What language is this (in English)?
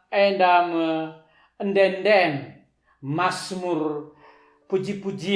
Batak Karo